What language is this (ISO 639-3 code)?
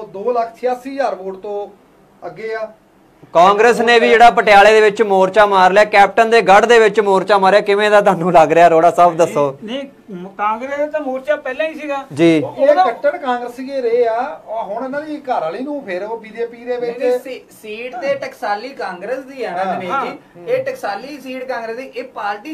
pan